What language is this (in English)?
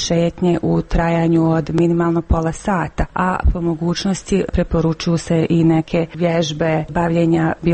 Croatian